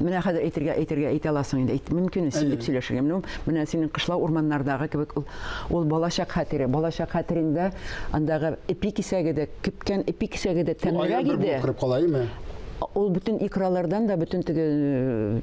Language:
Tatar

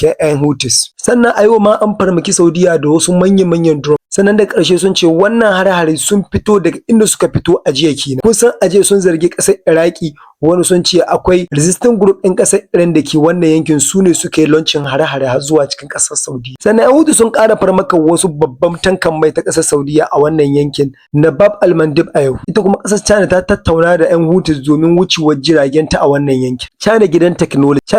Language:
Hausa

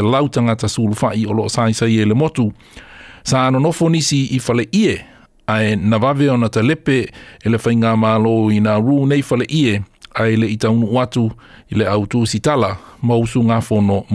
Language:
Samoan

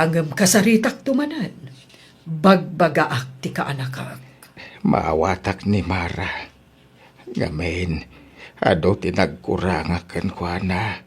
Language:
Iloko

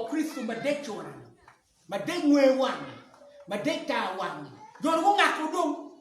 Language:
Acoli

